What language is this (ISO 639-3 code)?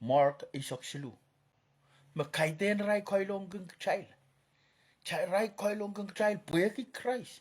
pon